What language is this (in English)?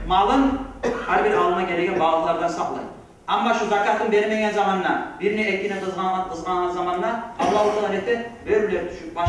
Kumyk